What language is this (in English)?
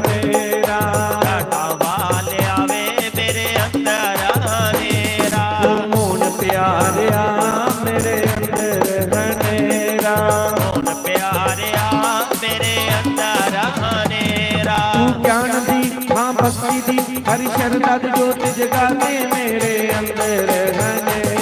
Dogri